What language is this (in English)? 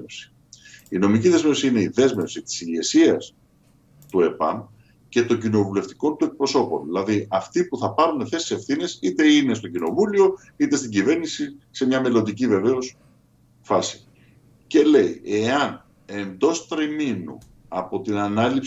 Greek